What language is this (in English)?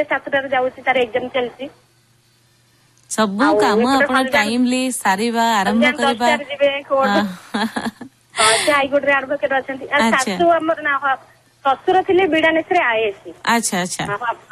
Odia